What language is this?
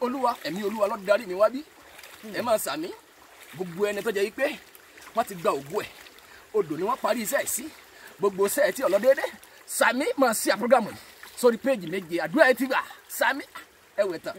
Yoruba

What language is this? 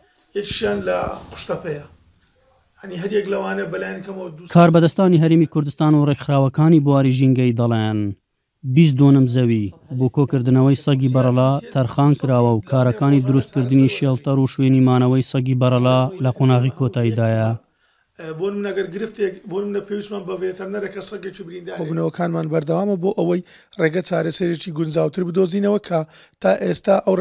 Central Kurdish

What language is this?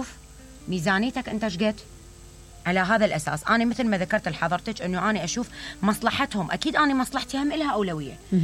Mesopotamian Arabic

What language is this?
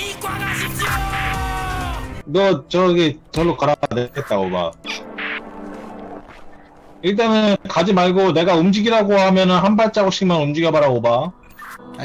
Korean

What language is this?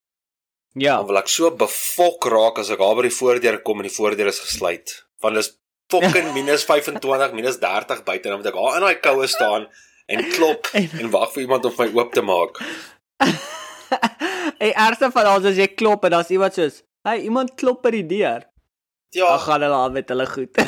Afrikaans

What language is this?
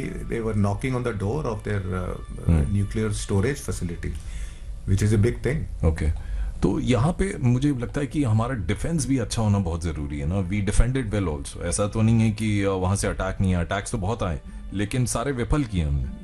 Hindi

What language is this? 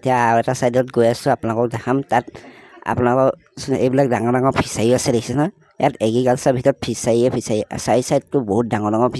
Assamese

